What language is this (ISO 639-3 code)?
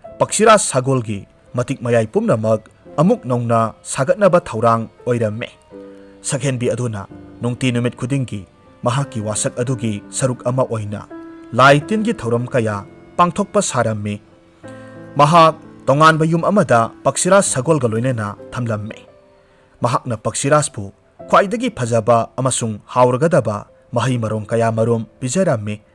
mni